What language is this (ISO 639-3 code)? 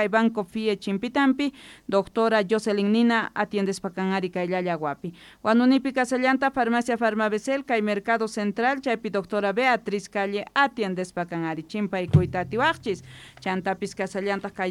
quh